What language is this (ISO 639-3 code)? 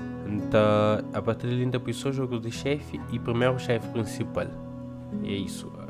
kea